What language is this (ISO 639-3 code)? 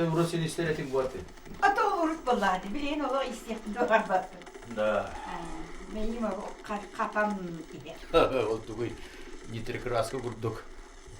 sah